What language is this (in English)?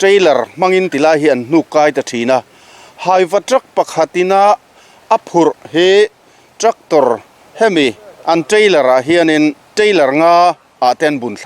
Mizo